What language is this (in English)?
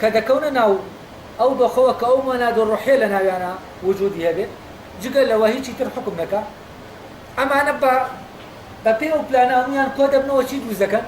Central Kurdish